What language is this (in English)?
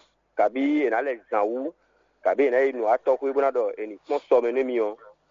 Fon